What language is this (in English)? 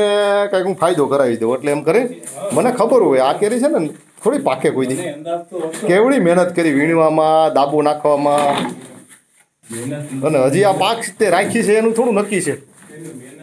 Gujarati